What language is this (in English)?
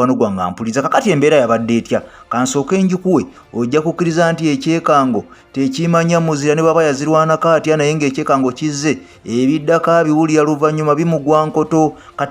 Ganda